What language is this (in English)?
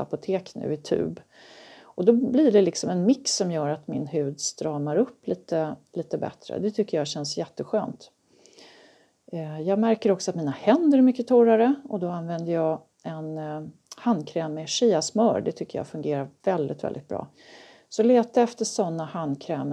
Swedish